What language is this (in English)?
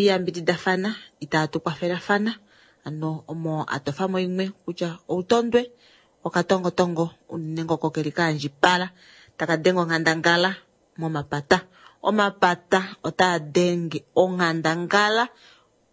Kuanyama